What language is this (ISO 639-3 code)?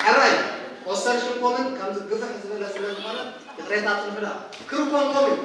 tir